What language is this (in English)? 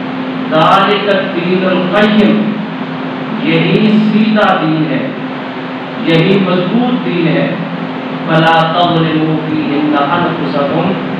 Urdu